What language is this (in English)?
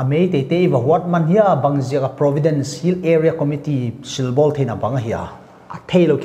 Paite Chin